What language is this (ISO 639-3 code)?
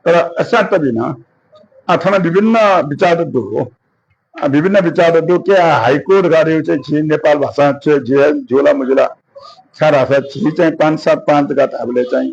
new